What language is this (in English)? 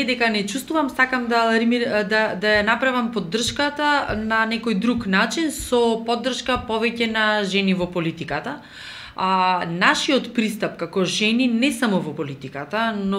Macedonian